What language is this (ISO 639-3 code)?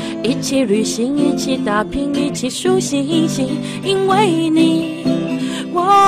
zho